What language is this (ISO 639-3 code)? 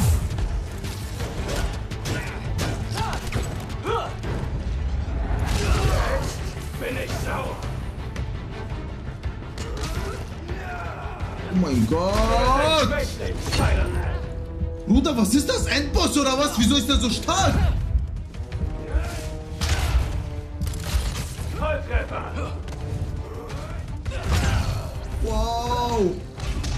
deu